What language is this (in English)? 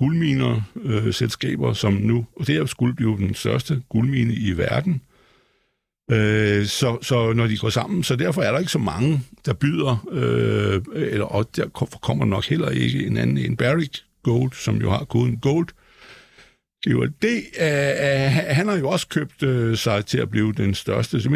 Danish